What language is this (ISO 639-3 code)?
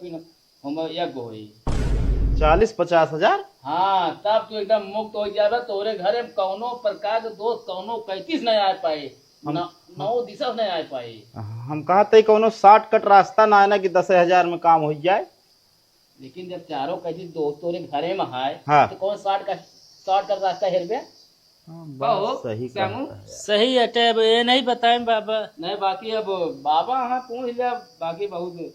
awa